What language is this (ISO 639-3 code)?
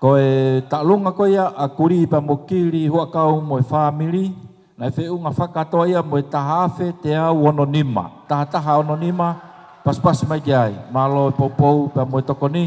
ton